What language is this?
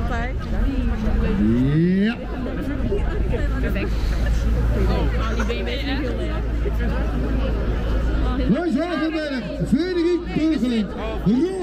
Dutch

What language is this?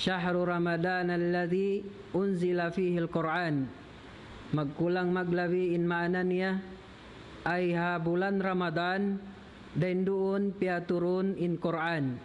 Tausug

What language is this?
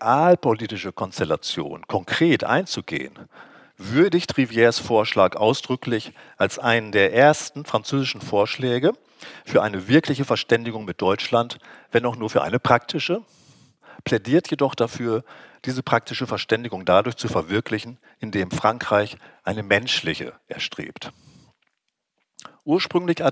German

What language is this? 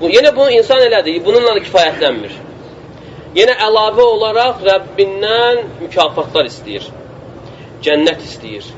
Azerbaijani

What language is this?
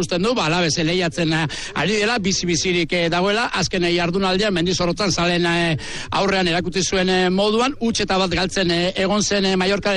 Basque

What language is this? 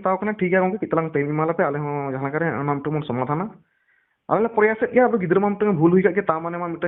Santali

